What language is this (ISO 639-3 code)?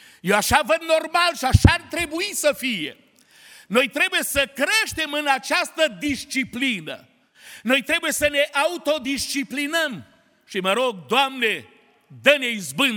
ron